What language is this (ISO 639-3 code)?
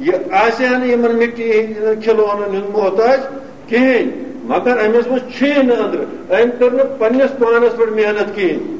kas